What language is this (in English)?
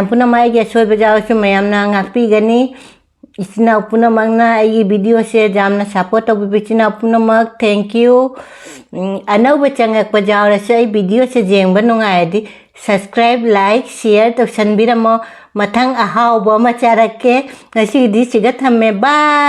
Manipuri